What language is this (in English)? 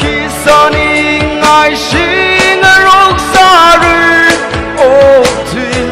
Tangkhul Naga (India)